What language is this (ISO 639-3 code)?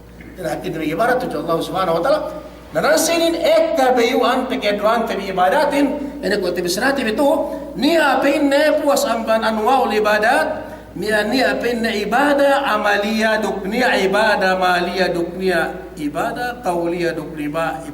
yka